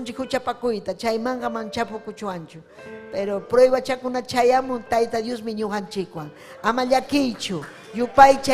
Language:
Ayacucho Quechua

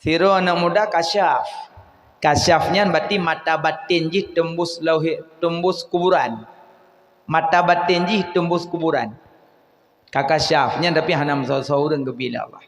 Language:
Achinese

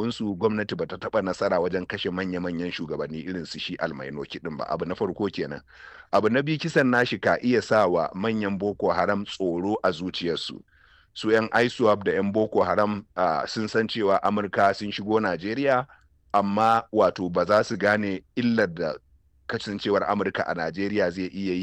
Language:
Hausa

